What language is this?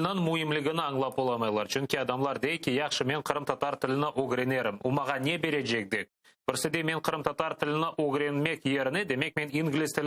Crimean Tatar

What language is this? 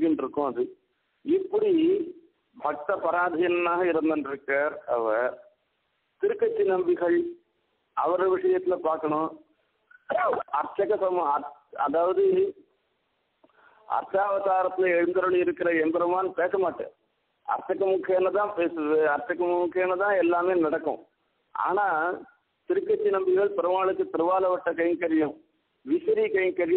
Tamil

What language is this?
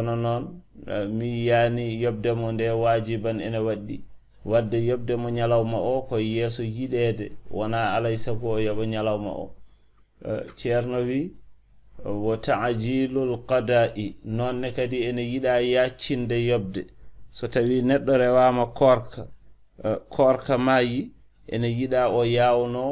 Fula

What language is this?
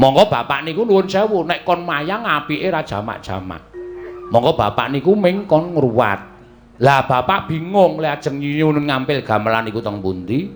Javanese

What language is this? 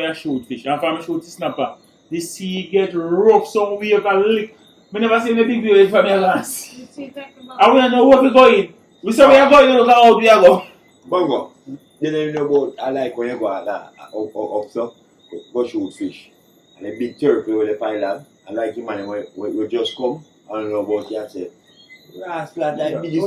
Jamaican Creole English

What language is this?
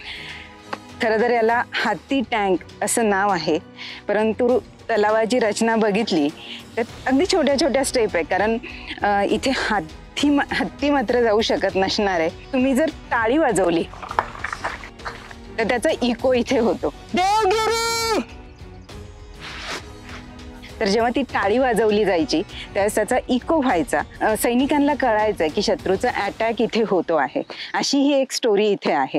Marathi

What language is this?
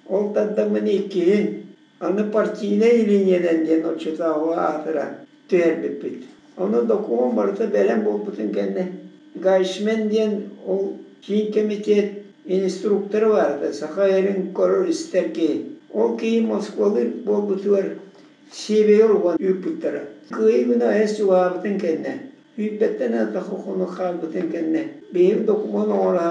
Yakut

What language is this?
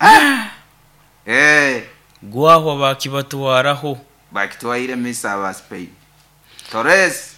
Nyoro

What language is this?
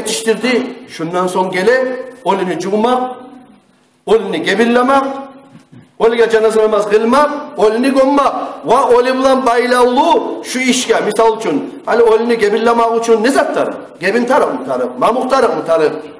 Kumyk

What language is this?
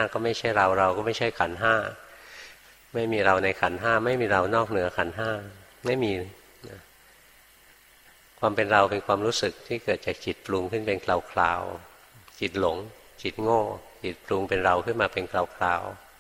Thai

